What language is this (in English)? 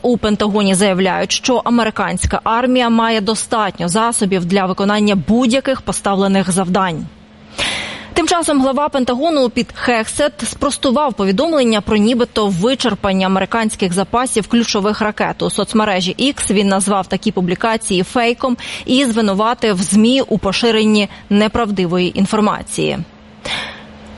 Ukrainian